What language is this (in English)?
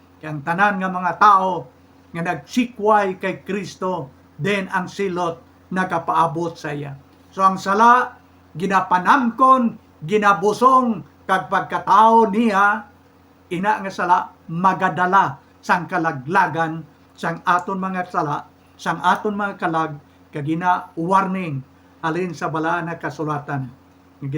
Hiligaynon